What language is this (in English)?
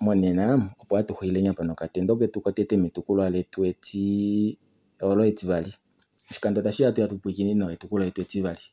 Kuanyama